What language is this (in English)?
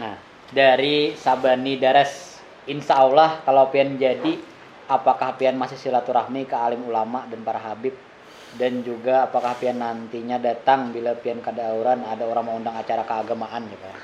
Banjar